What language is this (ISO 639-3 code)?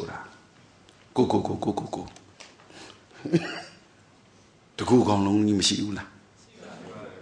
mya